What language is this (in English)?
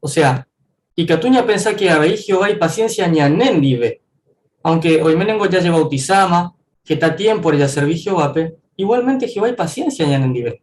Guarani